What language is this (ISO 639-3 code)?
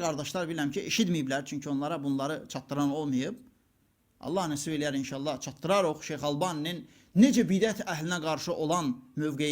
aze